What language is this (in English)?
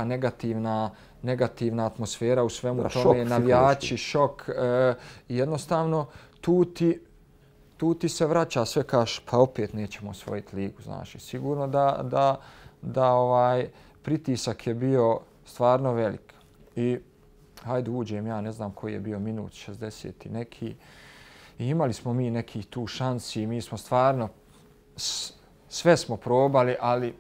Bosnian